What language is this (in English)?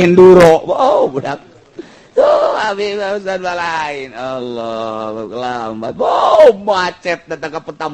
Sundanese